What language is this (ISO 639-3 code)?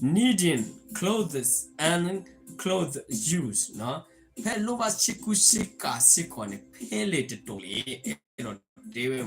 ksw